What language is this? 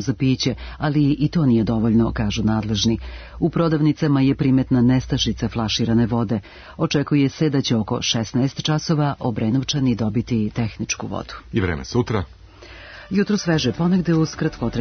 Serbian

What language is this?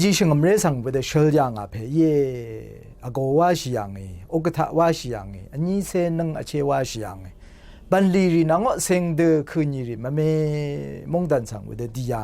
Rawang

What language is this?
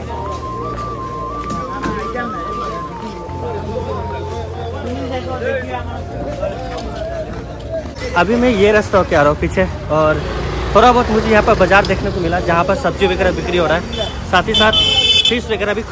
Hindi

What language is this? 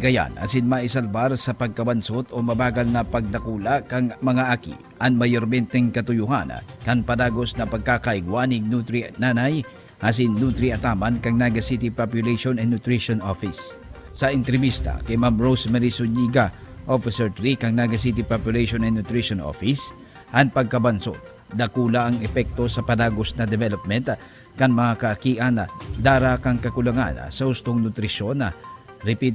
Bikol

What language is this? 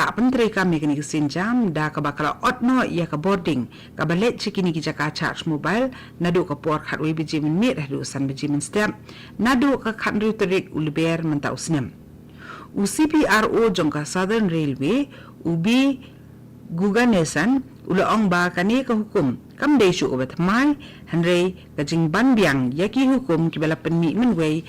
Khasi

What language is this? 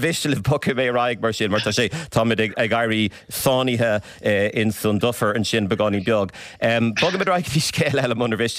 Irish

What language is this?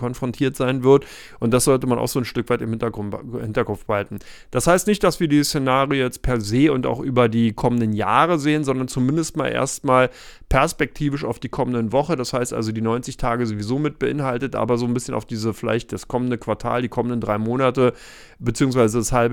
German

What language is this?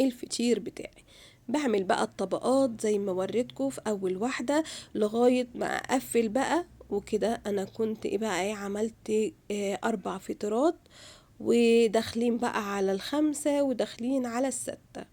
Egyptian Arabic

